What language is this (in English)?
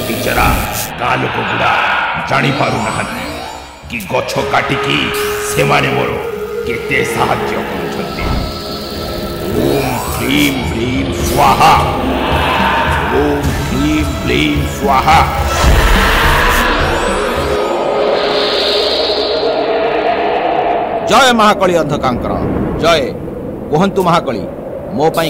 Odia